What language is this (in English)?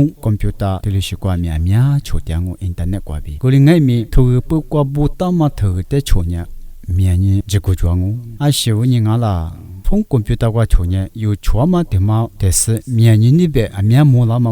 Lisu